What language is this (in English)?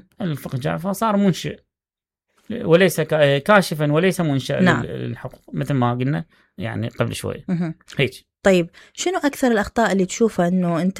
Mesopotamian Arabic